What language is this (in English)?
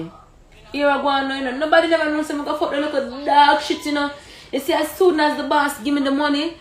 Jamaican Creole English